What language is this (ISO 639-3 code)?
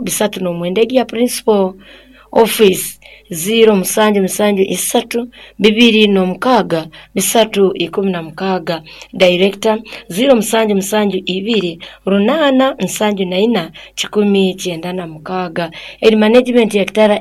nyo